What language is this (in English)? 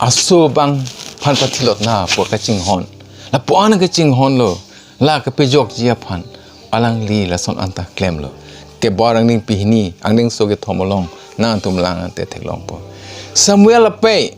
Karbi